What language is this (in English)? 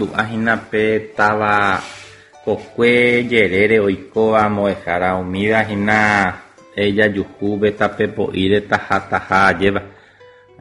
Guarani